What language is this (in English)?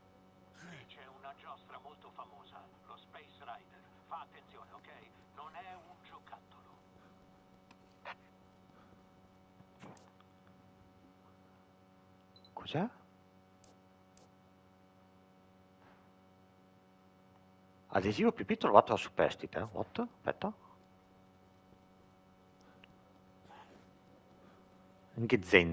Italian